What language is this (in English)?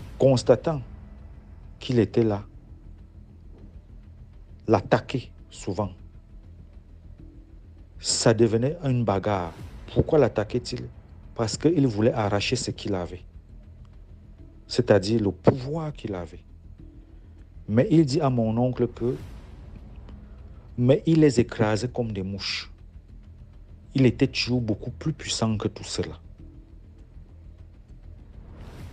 French